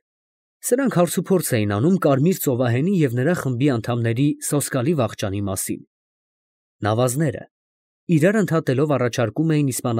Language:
Armenian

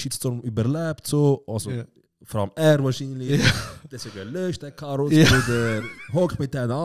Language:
Swiss German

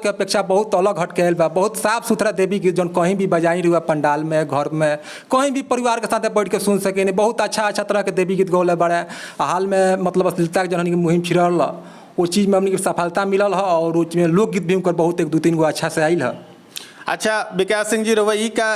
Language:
Bhojpuri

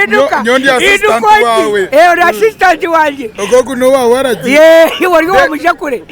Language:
Nyankole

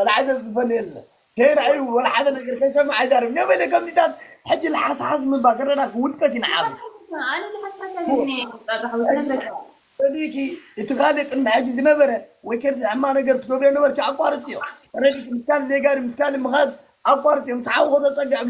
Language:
Tigrinya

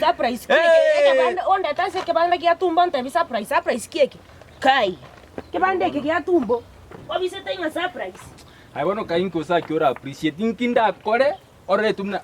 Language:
Gusii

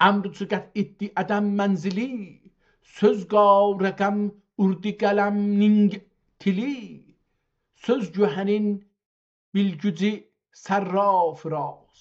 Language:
South Azerbaijani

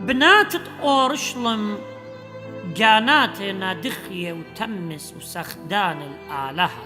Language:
Assyrian Neo-Aramaic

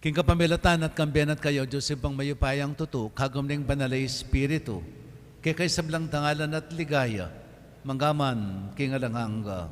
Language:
Pampanga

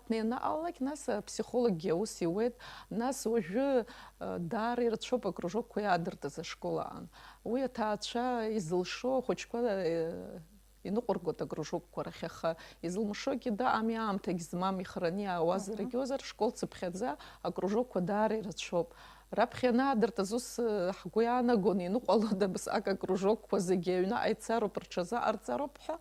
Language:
Abkhazian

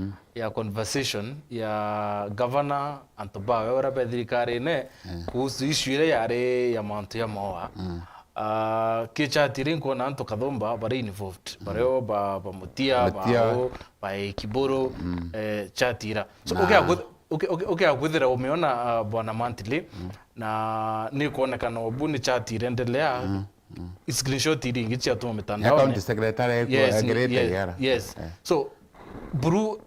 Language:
Meru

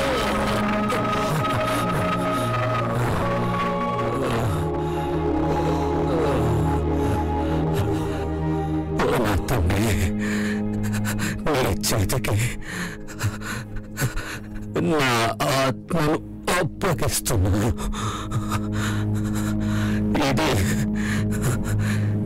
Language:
Telugu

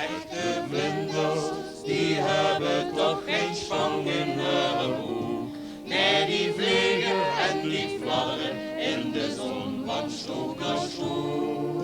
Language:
Limburgish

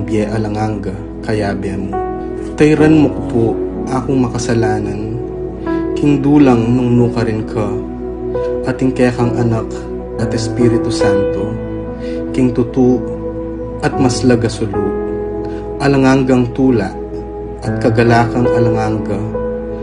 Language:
Pampanga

